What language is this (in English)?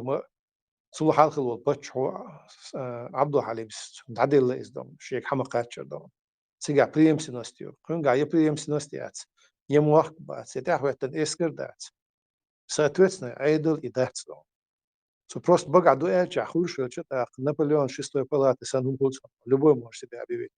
Chechen